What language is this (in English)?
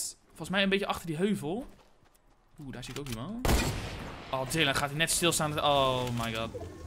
Dutch